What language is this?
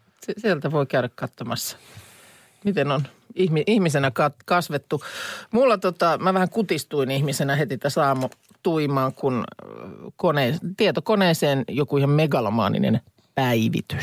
Finnish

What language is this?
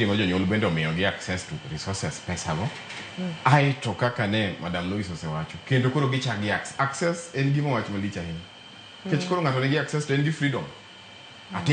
Luo (Kenya and Tanzania)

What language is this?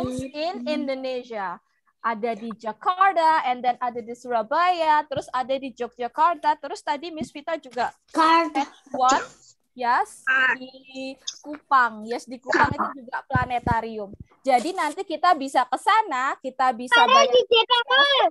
Indonesian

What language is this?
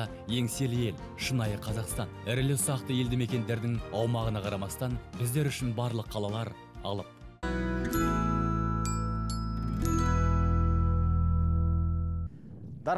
Kazakh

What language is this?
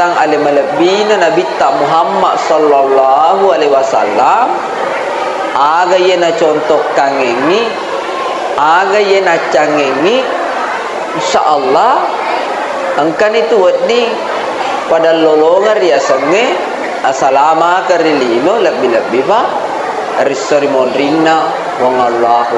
Buginese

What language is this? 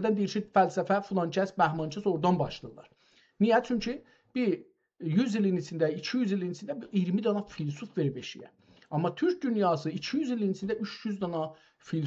South Azerbaijani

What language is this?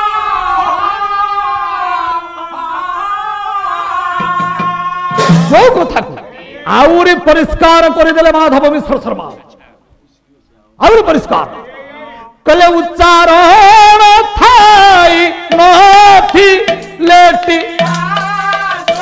Odia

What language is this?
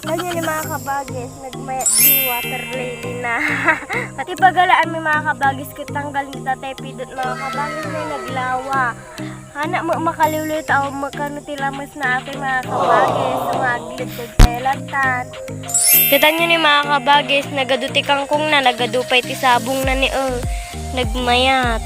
Iloko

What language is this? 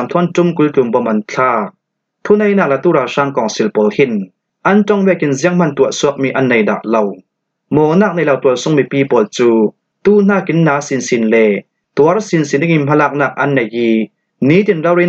Falam Chin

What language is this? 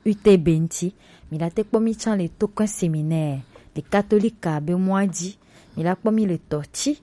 Gen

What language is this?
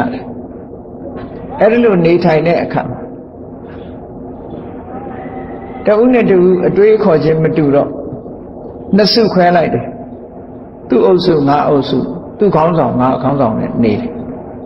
Burmese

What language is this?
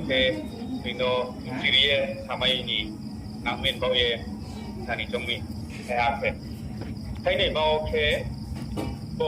Riang (India)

